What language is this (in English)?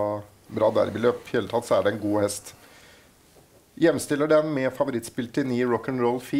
Norwegian